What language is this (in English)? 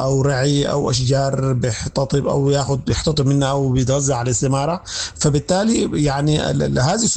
Sudanese Arabic